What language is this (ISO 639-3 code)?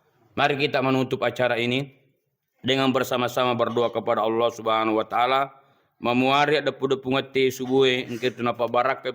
bug